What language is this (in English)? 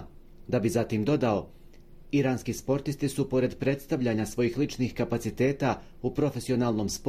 Bosnian